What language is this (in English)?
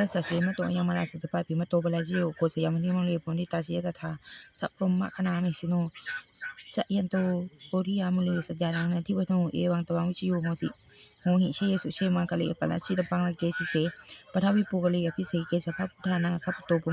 Pali